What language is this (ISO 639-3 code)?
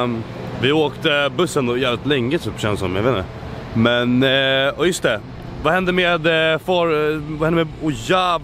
swe